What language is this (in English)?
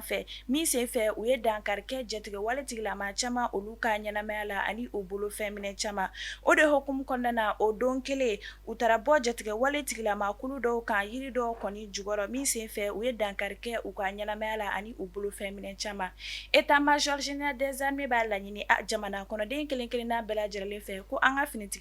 Bambara